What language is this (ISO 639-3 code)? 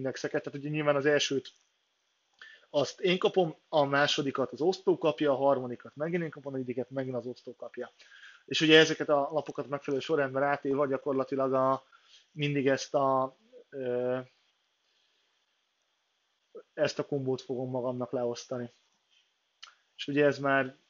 hun